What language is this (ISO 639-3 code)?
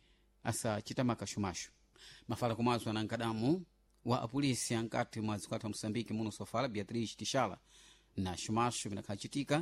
seh